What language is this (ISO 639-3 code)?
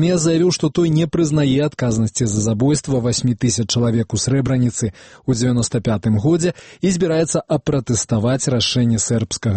bel